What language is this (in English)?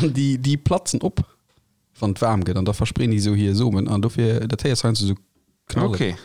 Luxembourgish